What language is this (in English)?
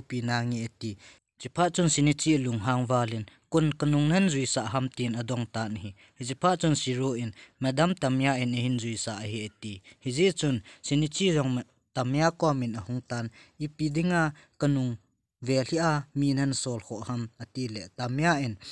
Thado Chin